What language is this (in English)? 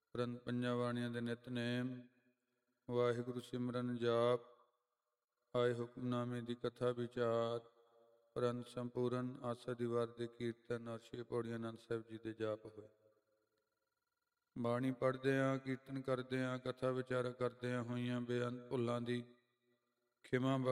Punjabi